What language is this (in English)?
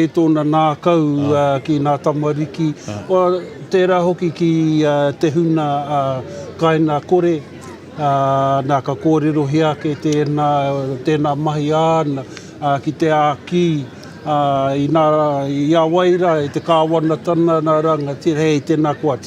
Māori